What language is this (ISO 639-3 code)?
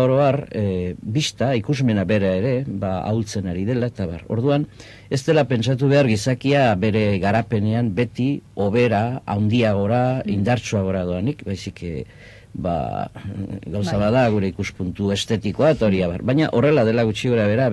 eus